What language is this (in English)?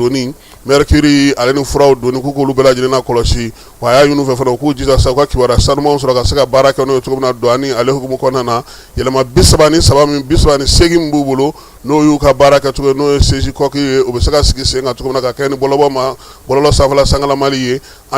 Bambara